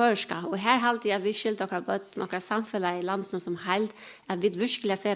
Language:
Faroese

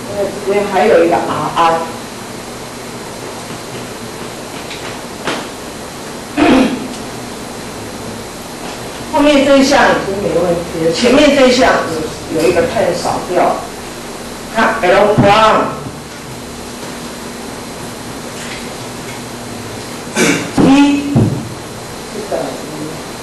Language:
Chinese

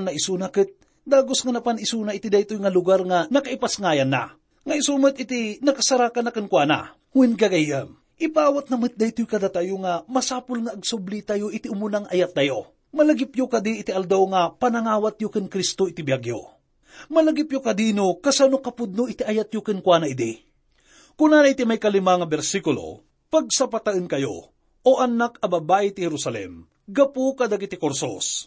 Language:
Iloko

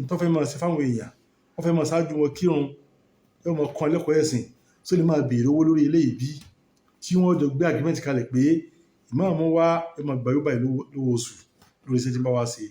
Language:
Yoruba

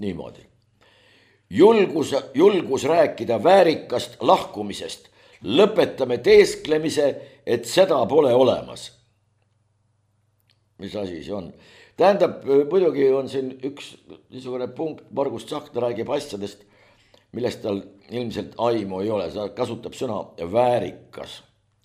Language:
Estonian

